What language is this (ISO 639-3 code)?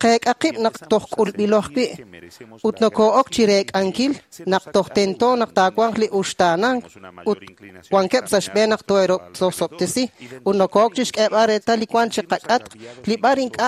kek